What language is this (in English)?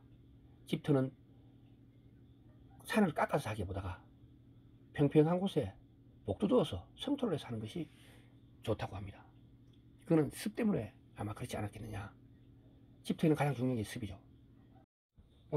Korean